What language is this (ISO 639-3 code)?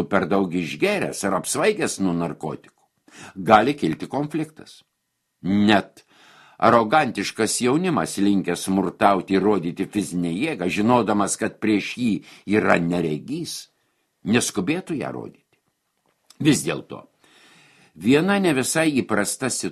lit